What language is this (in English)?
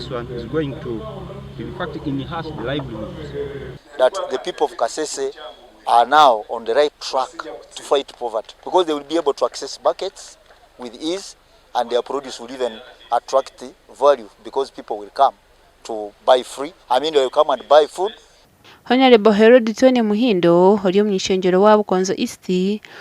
Nyankole